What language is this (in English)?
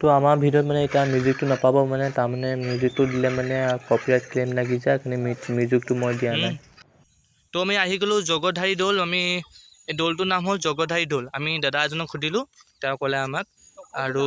Assamese